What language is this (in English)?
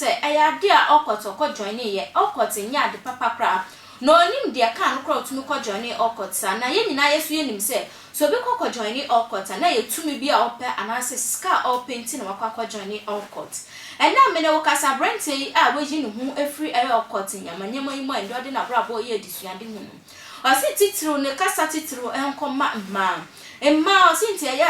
Akan